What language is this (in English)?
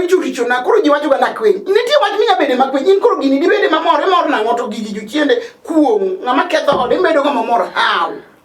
Luo (Kenya and Tanzania)